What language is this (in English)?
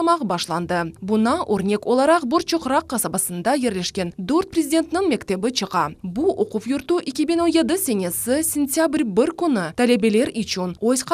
Crimean Tatar